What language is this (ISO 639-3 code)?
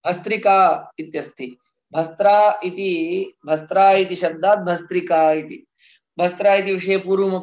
san